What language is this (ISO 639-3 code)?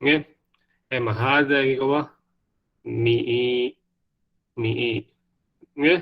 div